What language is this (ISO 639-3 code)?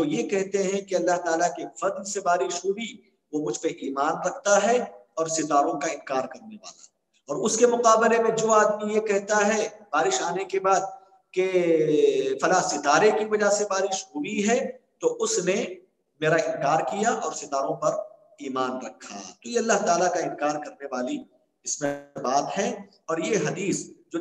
urd